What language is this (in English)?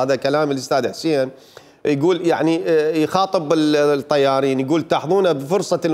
Mesopotamian Arabic